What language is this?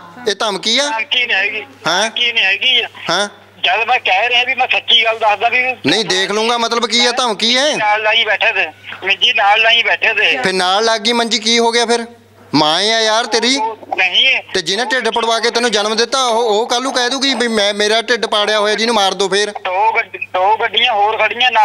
Punjabi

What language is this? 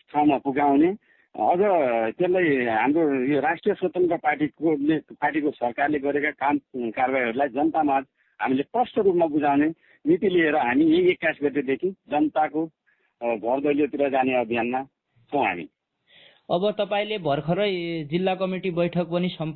Nepali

